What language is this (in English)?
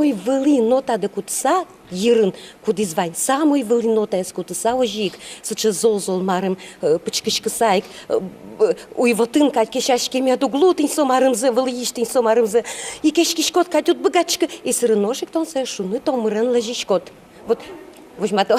Udmurt